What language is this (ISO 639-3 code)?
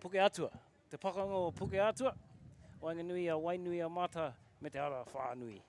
mri